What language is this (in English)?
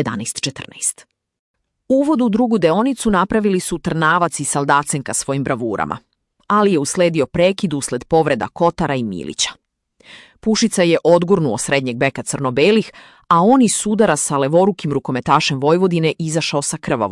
Serbian